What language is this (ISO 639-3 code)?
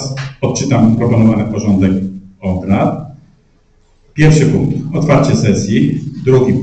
pol